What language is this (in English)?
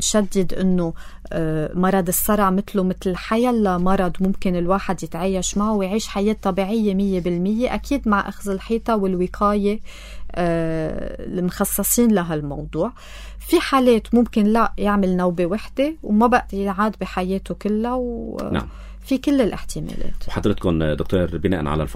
North Levantine Arabic